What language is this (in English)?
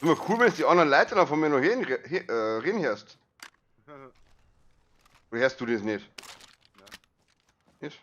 Bavarian